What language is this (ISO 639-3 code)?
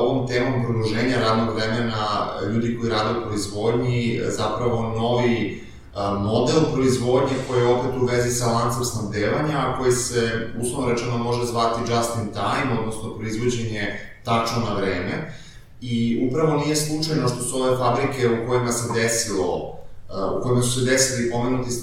srp